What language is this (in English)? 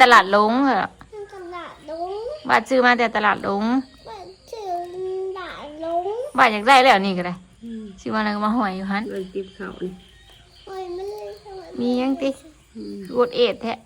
Northeastern Thai